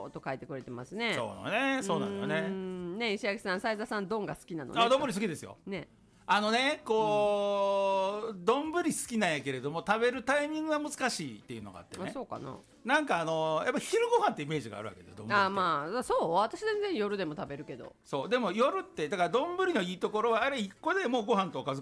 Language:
Japanese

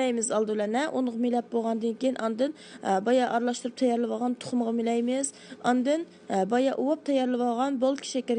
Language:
Uyghur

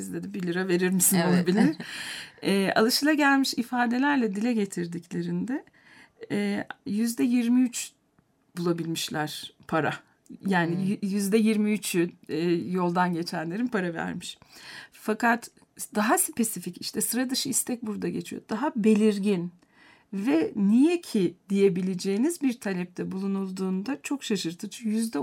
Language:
Turkish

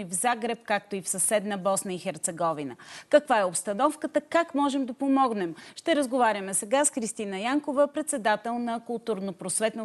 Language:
Bulgarian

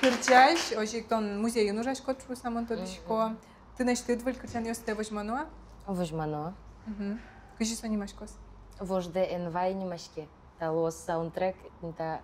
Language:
Udmurt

